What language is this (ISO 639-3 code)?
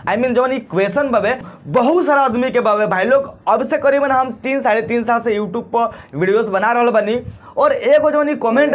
bho